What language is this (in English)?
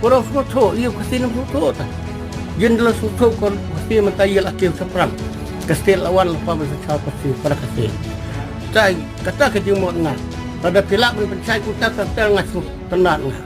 Khasi